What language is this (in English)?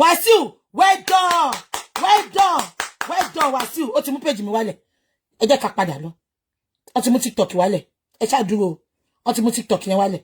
Yoruba